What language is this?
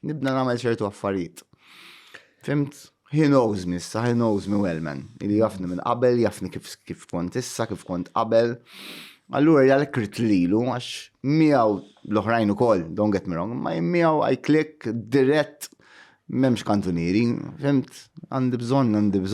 Maltese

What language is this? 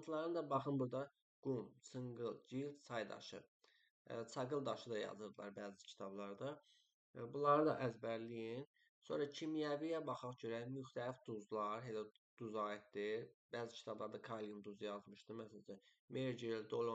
Azerbaijani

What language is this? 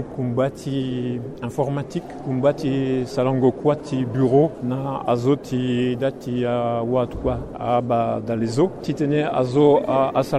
Sango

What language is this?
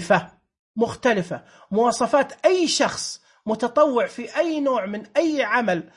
Najdi Arabic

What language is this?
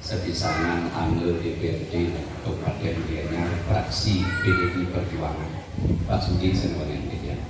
Balinese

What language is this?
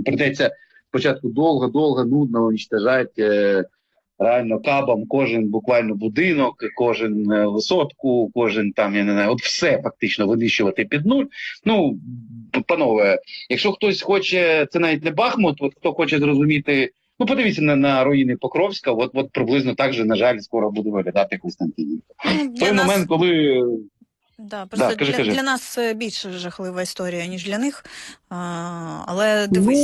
Ukrainian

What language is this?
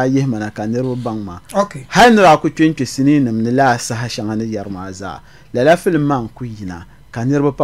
Dagbani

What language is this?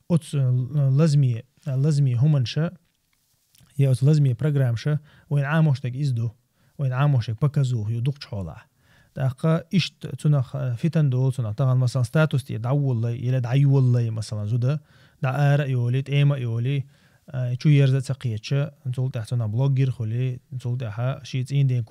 Chechen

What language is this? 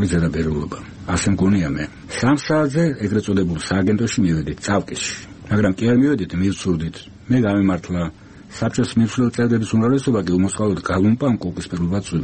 Georgian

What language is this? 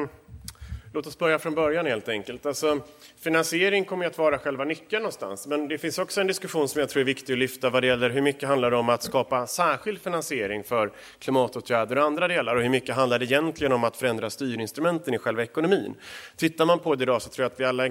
Swedish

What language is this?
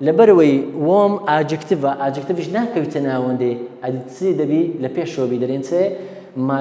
Central Kurdish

